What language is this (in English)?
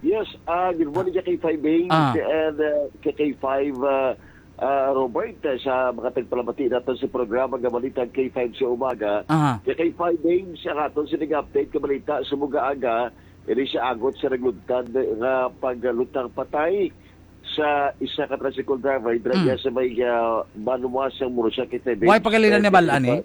Hiligaynon